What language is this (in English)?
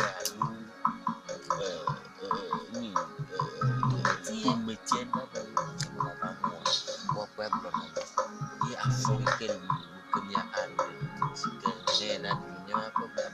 Ewe